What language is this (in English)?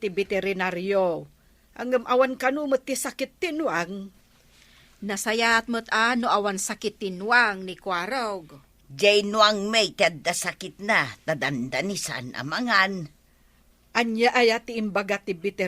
Iloko